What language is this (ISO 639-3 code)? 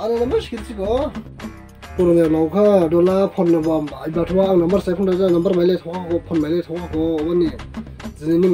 dis